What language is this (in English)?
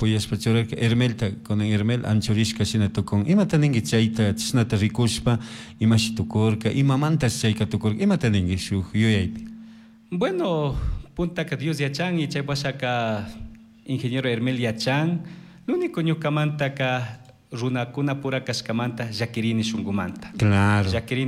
Chimborazo Highland Quichua